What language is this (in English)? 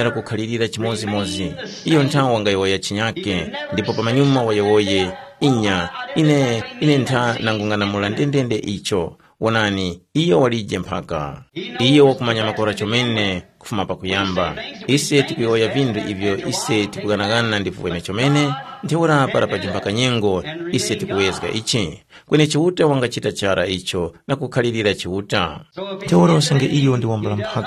Tumbuka